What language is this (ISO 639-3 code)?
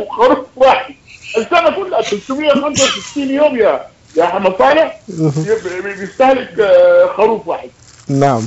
apd